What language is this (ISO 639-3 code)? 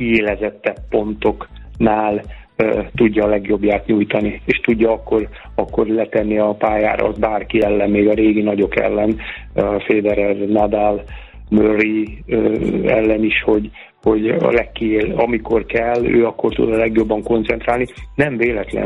hun